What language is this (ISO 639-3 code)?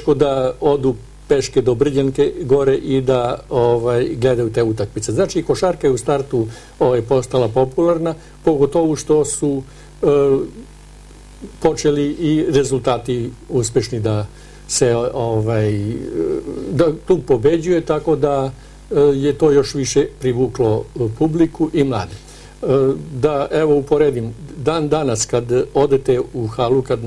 srp